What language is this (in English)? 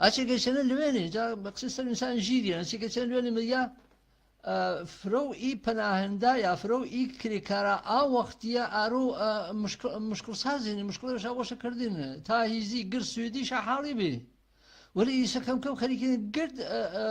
Gurani